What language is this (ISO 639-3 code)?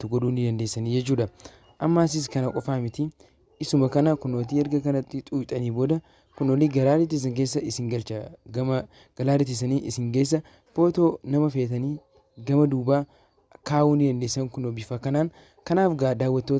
orm